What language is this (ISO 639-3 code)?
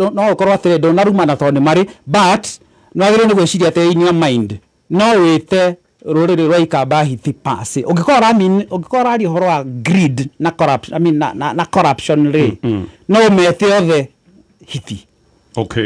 kik